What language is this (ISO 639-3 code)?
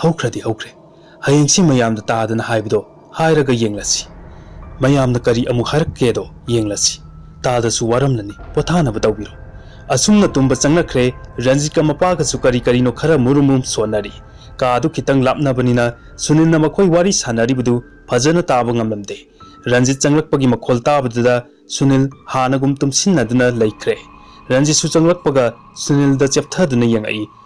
mni